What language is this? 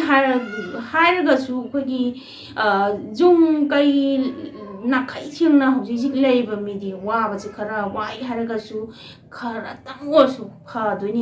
Manipuri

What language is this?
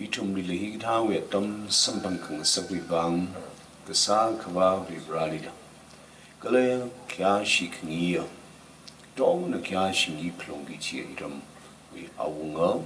Tangkhul Naga (India)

